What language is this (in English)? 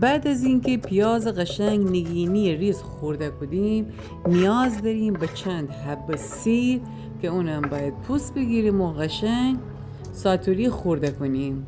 Gilaki